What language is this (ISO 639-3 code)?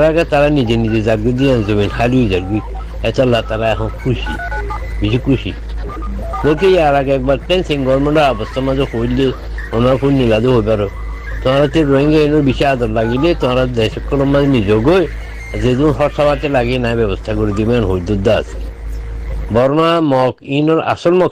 rhg